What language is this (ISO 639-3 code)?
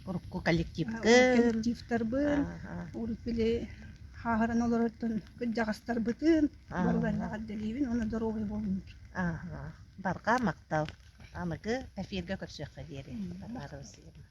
sah